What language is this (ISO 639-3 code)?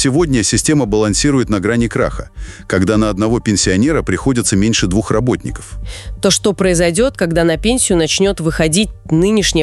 rus